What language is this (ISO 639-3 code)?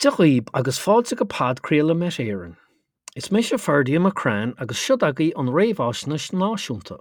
gle